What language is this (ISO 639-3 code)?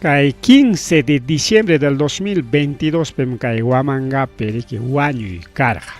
quy